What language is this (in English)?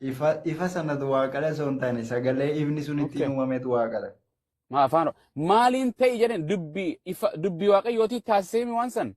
Oromo